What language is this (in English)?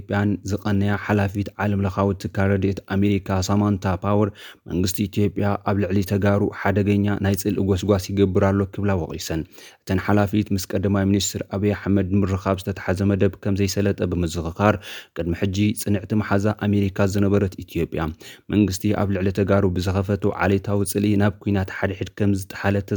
Tigrinya